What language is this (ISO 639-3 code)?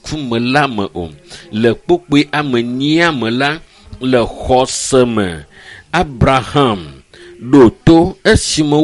ewe